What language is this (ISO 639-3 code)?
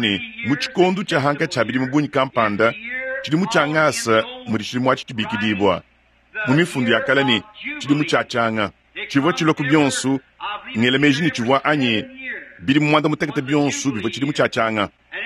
lua